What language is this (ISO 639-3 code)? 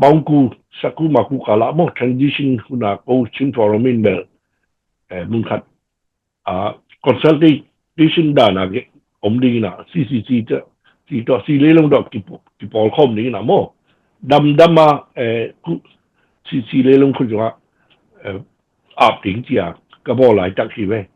ctd